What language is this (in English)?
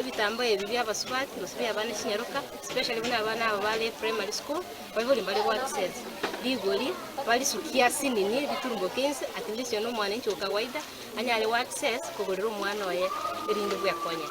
Gusii